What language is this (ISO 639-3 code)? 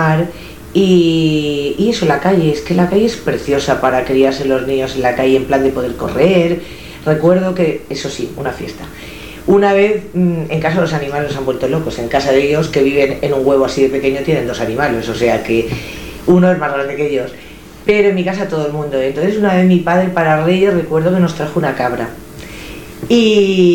spa